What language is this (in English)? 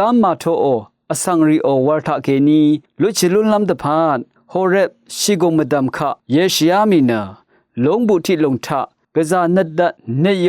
Rawang